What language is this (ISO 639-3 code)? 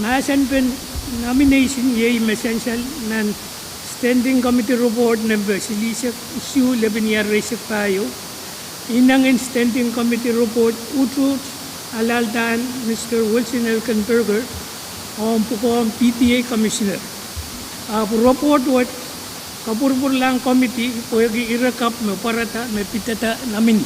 pon